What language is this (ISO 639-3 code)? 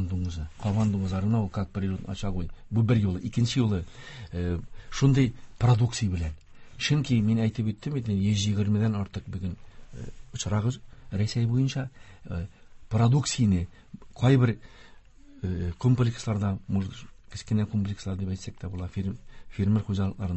tat